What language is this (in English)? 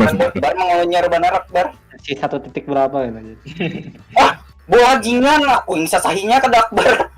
Banjar